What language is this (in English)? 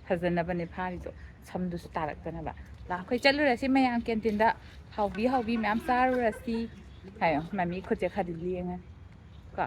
Manipuri